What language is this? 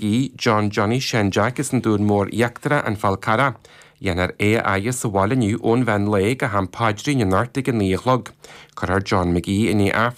Irish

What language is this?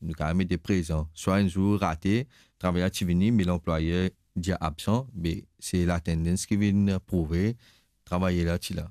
Morisyen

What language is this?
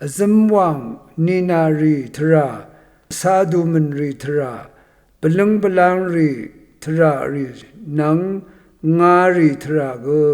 Rawang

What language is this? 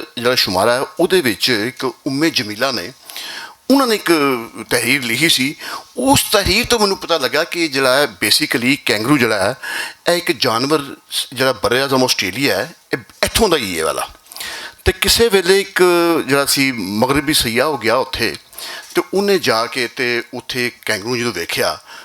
Western Panjabi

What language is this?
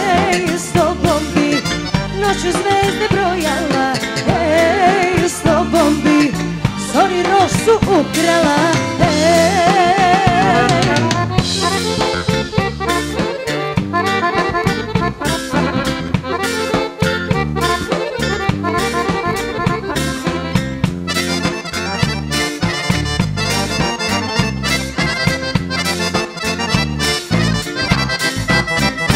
Serbian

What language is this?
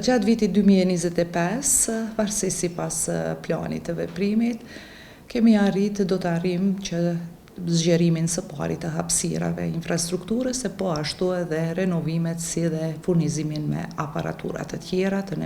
Albanian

